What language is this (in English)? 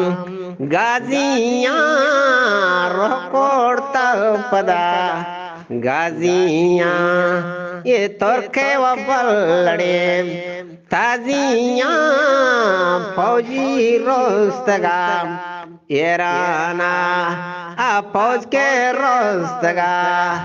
Eastern Balochi